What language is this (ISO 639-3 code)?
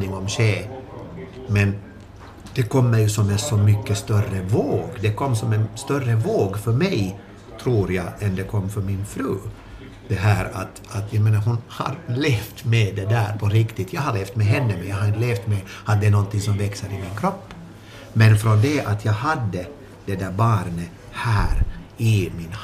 swe